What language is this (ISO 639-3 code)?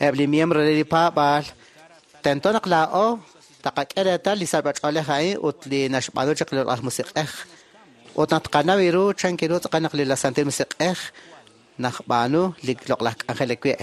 kek